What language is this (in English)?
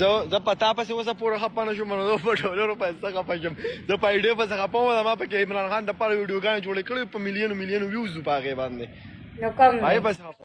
Pashto